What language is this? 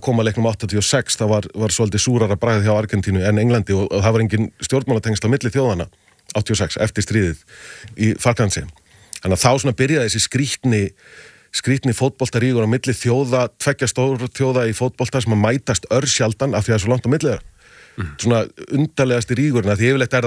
Icelandic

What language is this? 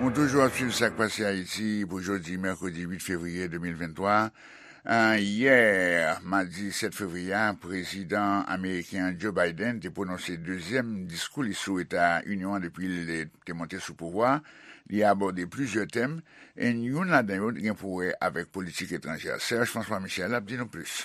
Haitian Creole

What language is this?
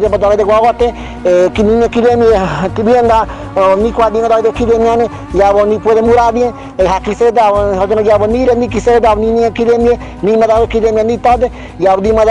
Ngäbere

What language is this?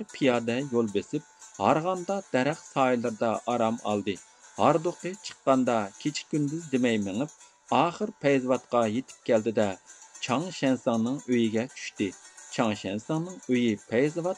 Uyghur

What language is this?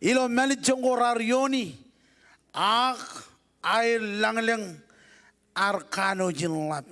Marshallese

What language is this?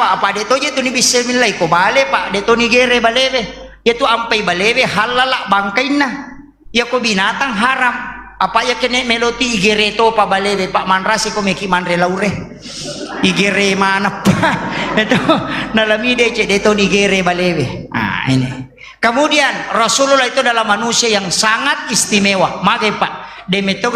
Buginese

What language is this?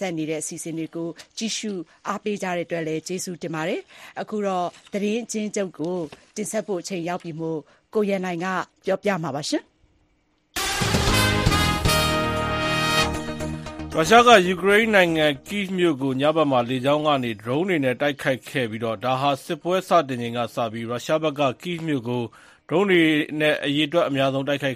Burmese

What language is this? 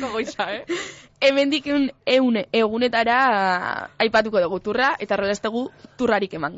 Basque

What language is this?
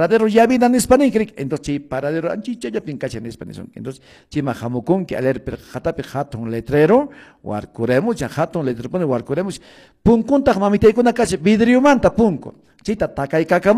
Quechua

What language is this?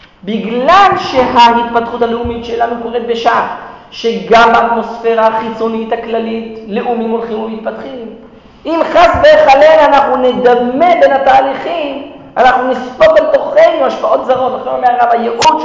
Hebrew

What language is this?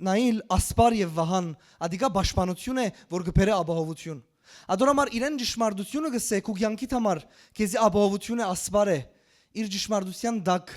Western Armenian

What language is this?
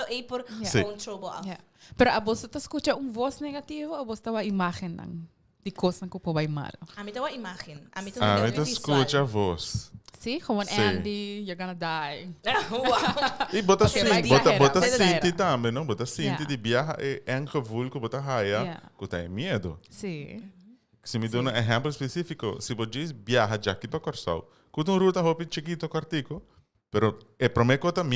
Papiamento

